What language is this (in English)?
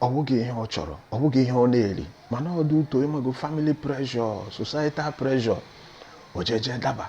Igbo